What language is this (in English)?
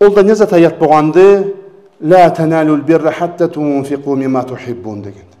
Karachay-Balkar